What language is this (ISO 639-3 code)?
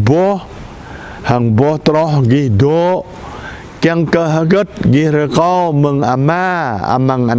jra